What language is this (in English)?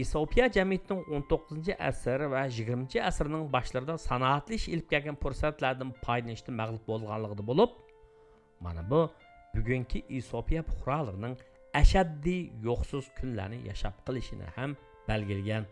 Uyghur